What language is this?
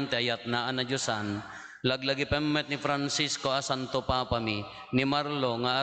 Iloko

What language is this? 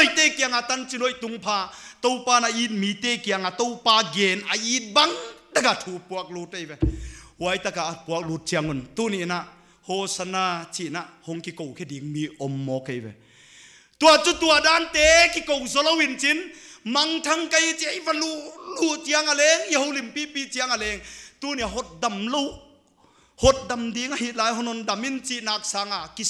Paite Chin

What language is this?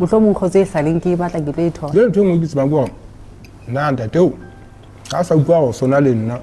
Southern Sotho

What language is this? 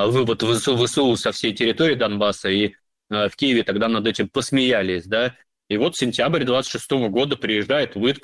Russian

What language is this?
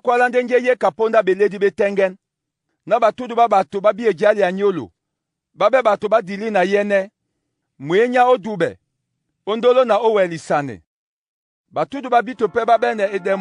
Duala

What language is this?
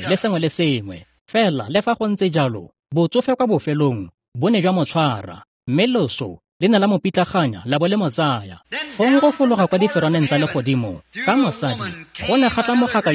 Tswana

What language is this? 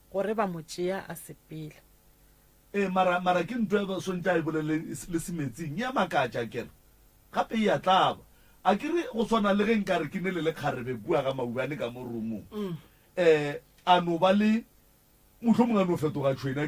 Northern Sotho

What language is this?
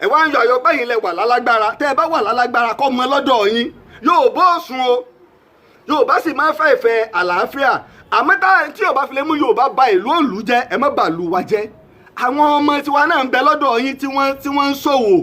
Yoruba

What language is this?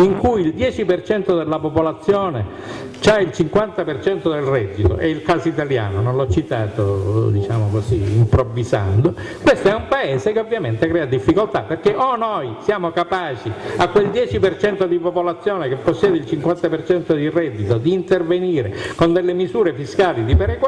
Italian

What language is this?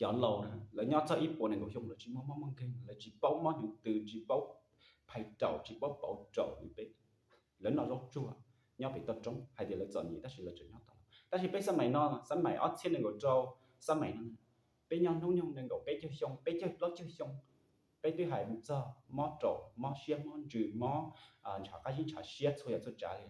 Hmong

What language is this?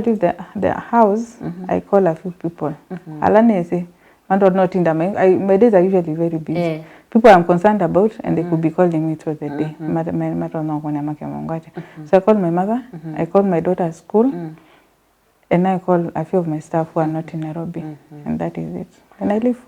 Kamba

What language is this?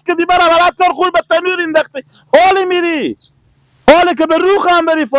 Persian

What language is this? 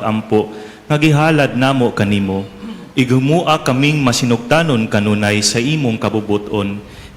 Cebuano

